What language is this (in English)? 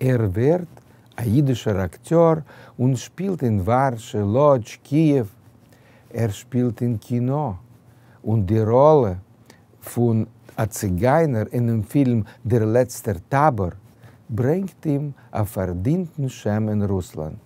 Yiddish